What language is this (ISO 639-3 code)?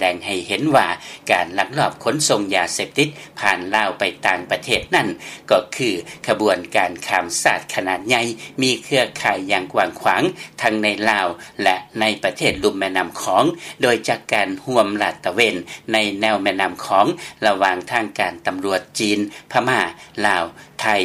lao